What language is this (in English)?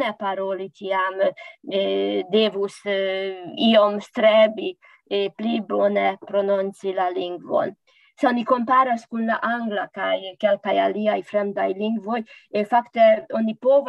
Esperanto